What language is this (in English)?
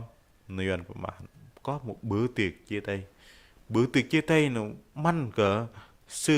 Bahnar